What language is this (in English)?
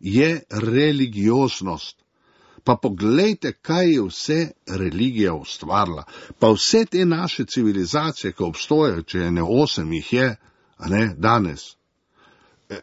Slovenian